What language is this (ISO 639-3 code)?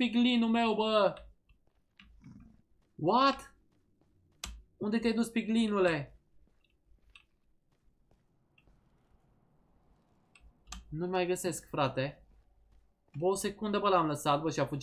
ron